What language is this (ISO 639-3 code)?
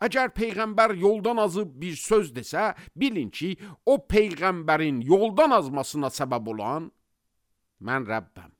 aze